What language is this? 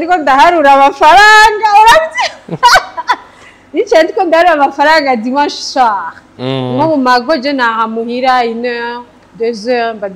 Rundi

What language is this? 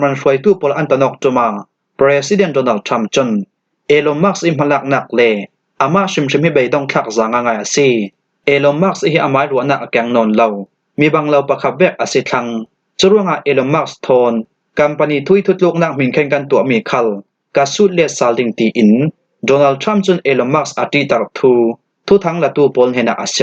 Falam Chin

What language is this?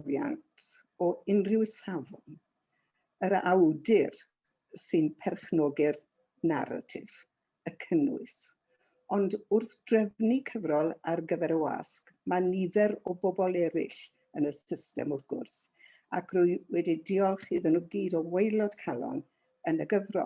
Welsh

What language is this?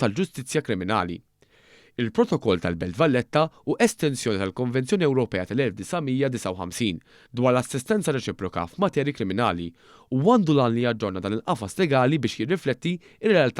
Maltese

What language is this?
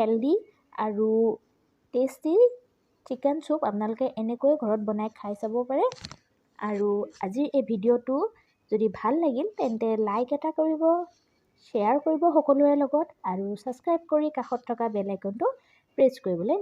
Assamese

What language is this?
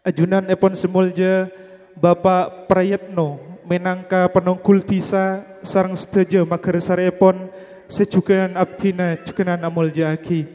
Madurese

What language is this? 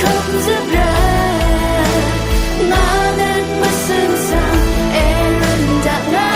Rawang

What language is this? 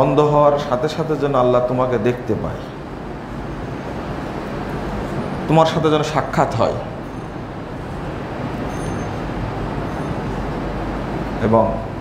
Bangla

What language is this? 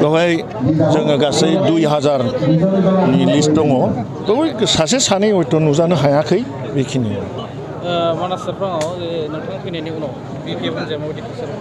Bodo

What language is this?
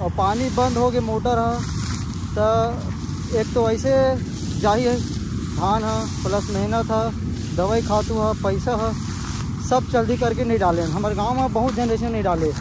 Chhattisgarhi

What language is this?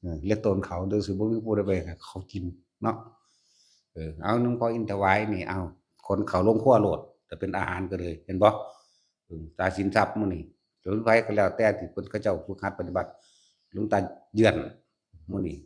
Northeastern Thai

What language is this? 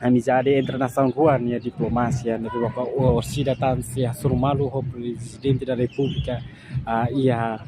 Tetum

